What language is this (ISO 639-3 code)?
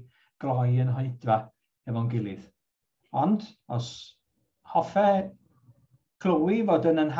cym